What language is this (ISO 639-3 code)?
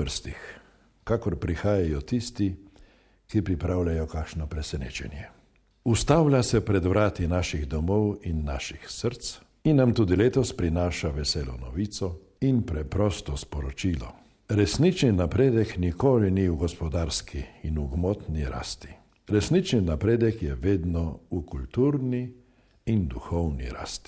slv